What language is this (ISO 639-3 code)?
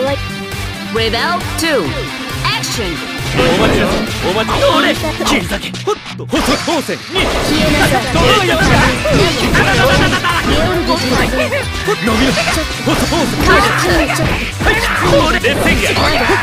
jpn